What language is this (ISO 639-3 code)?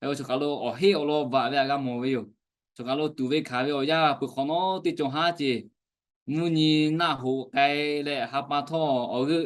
lhu